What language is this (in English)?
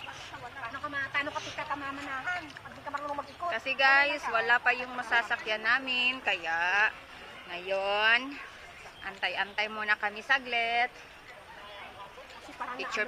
Filipino